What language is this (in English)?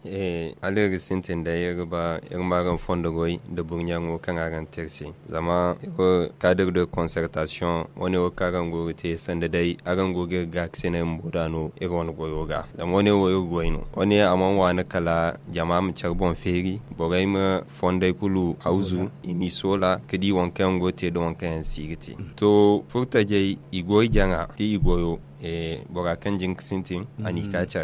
Zarma